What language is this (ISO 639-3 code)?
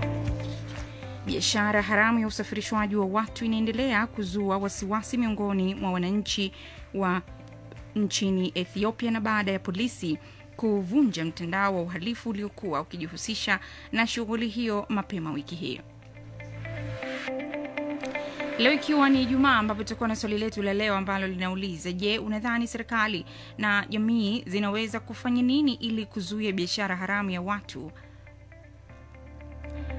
swa